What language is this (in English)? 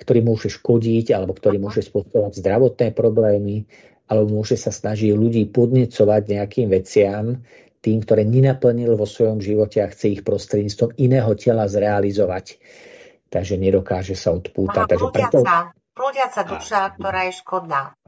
Slovak